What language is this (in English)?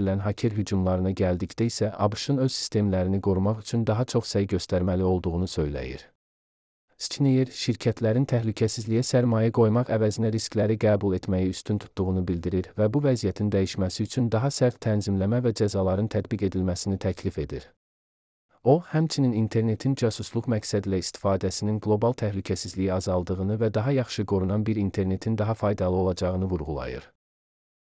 Azerbaijani